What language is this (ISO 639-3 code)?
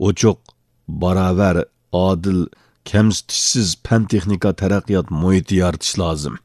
uig